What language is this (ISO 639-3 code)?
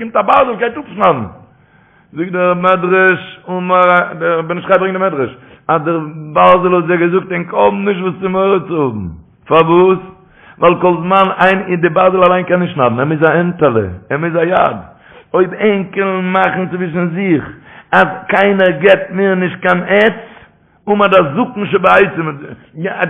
yid